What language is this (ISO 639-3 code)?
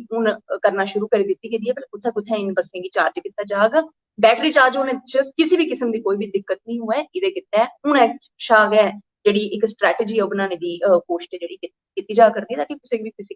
doi